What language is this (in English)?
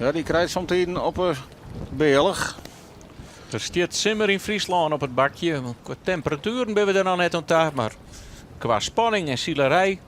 Western Frisian